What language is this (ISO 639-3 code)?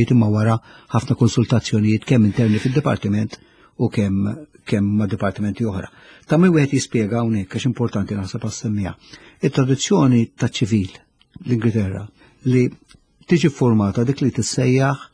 mlt